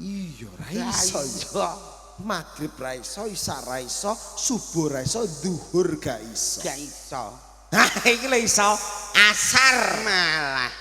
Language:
Javanese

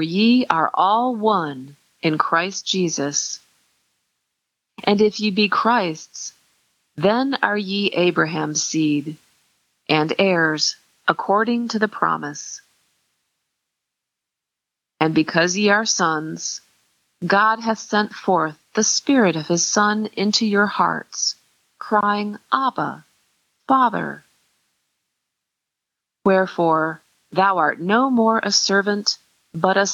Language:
English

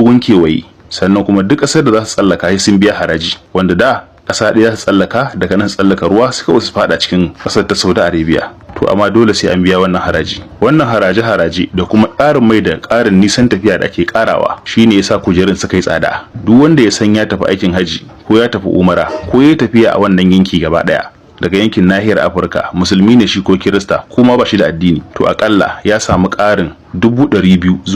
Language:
Hausa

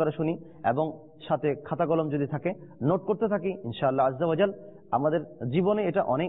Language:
Bangla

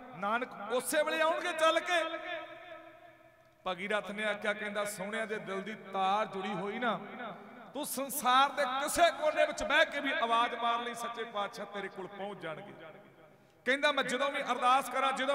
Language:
Punjabi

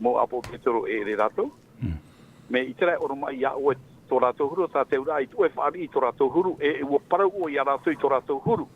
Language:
Tahitian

